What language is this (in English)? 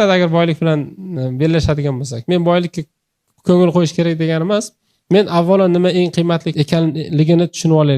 Uzbek